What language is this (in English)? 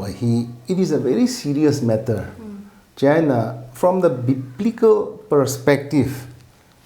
Tangkhul Naga (India)